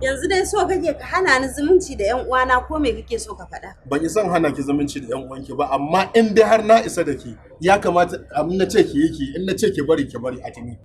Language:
Hausa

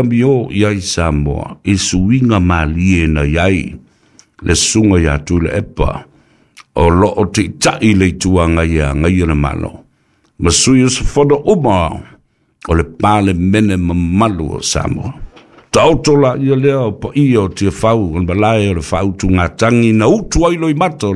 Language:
Samoan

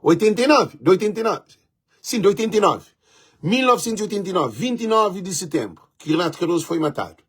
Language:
Kabuverdianu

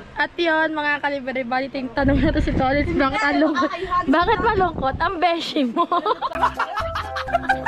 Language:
Filipino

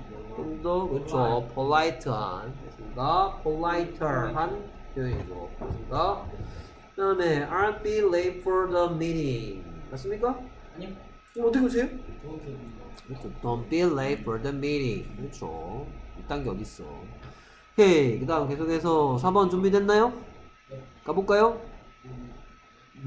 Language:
Korean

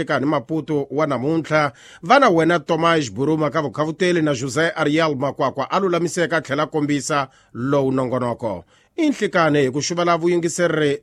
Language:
Tsonga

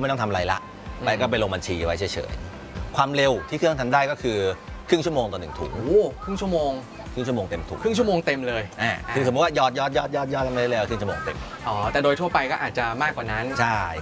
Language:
Thai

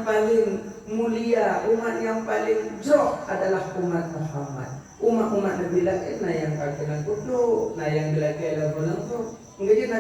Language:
Achinese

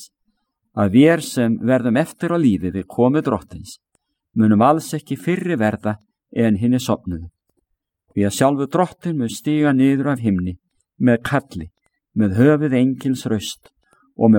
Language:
Icelandic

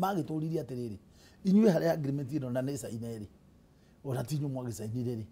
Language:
Kikuyu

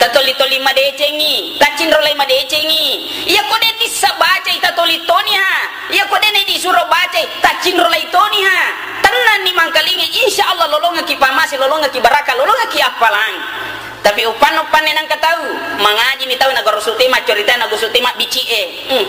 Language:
Buginese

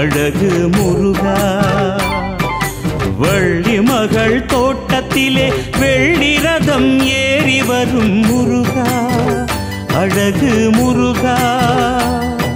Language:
Tamil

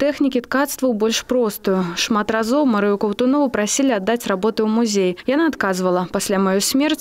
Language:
Belarusian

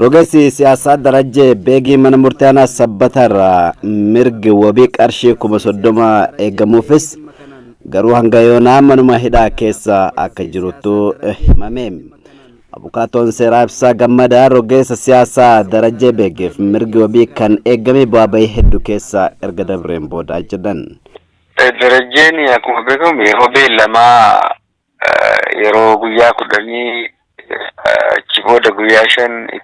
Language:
Oromo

